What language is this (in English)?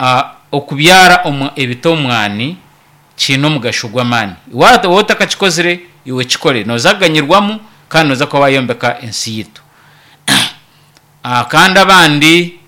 Nyoro